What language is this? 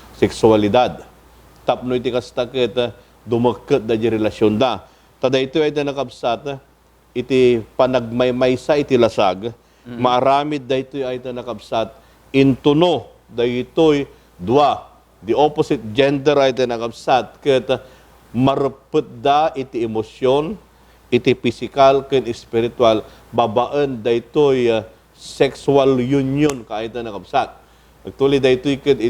Iloko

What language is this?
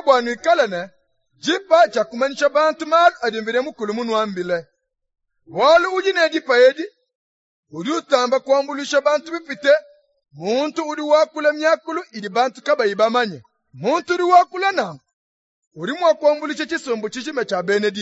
Luba-Lulua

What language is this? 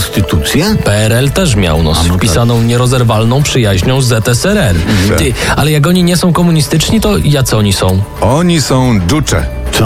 Polish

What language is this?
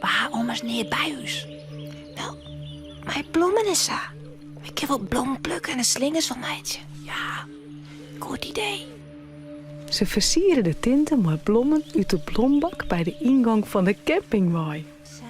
Western Frisian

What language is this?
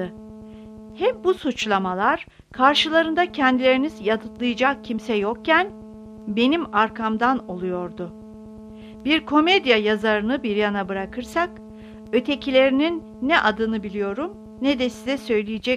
Turkish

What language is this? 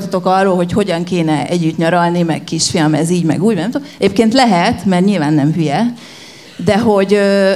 Hungarian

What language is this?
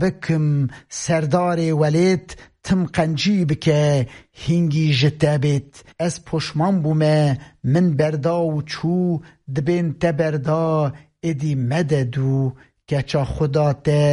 Kurdish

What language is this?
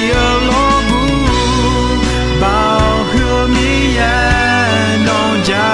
Akha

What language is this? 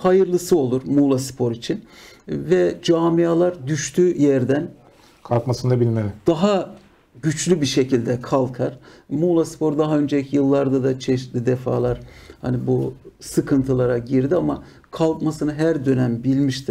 Turkish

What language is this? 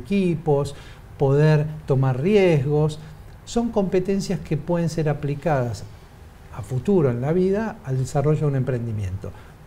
Spanish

